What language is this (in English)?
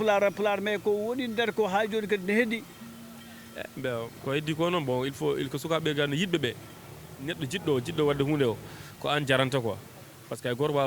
Fula